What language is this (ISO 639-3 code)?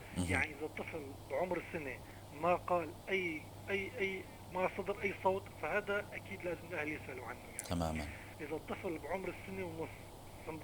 apc